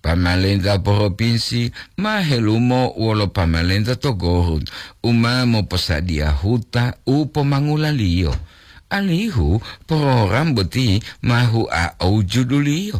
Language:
Gorontalo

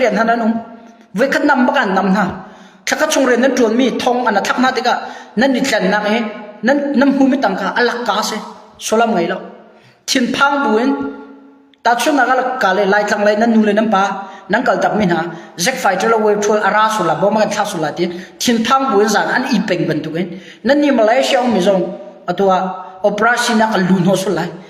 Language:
Hakha Chin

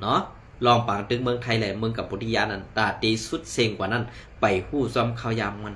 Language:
Shan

